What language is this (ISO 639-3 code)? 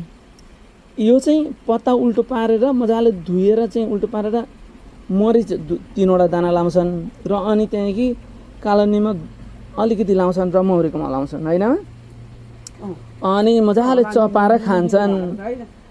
nep